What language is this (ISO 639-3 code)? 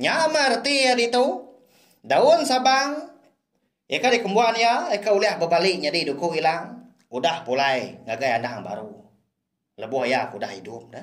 iba